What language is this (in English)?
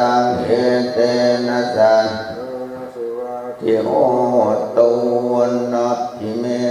Pali